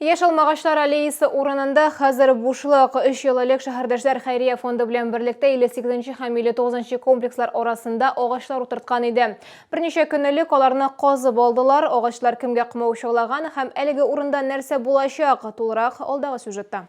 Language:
Tatar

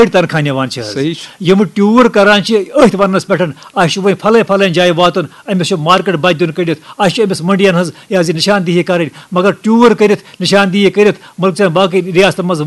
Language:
Kashmiri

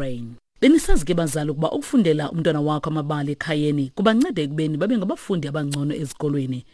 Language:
Xhosa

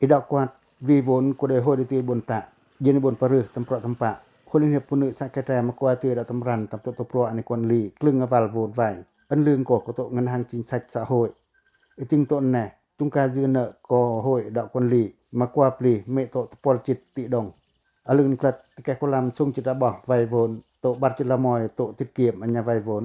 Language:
Pacoh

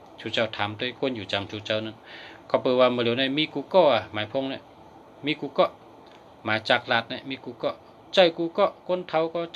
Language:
Shan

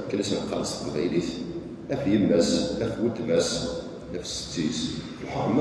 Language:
Kabyle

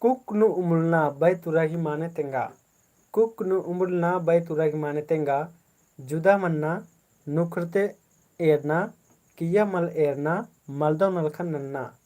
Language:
Kurukh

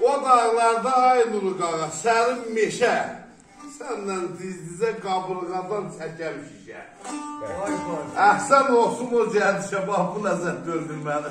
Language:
South Azerbaijani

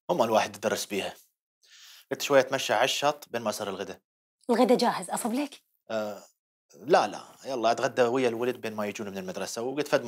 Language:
Mesopotamian Arabic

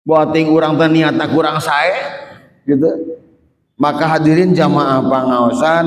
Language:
Sundanese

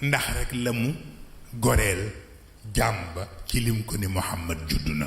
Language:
Wolof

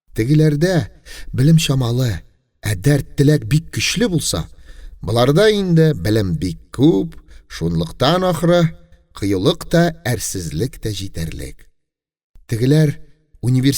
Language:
Tatar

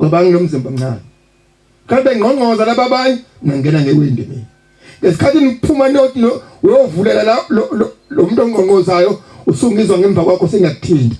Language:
Zulu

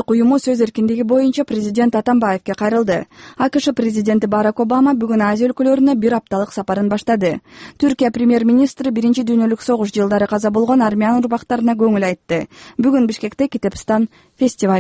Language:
Kyrgyz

